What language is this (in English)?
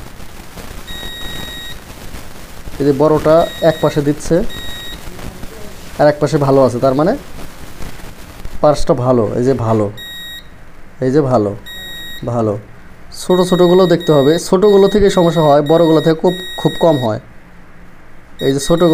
Bangla